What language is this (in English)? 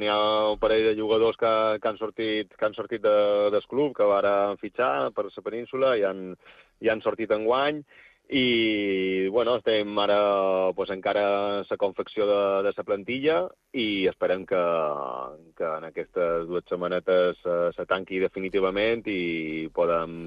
Catalan